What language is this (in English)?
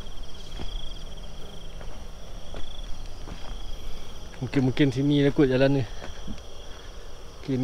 Malay